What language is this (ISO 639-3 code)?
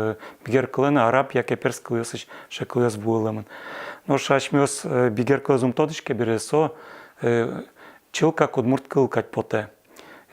udm